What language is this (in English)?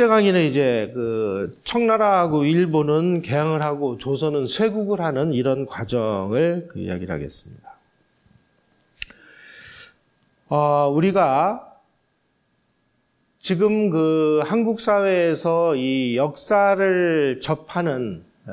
Korean